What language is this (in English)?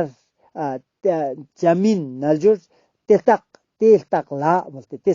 Ladakhi